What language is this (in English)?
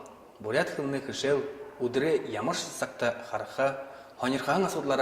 Buriat